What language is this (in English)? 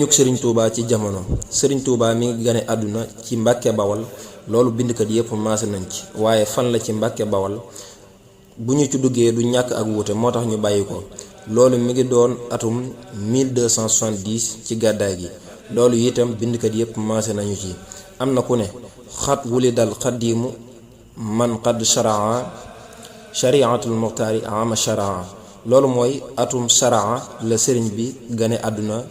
Wolof